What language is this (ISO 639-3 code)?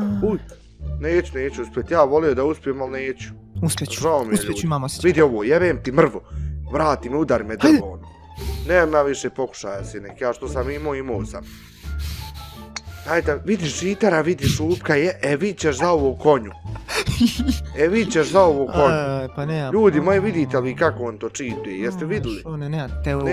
bos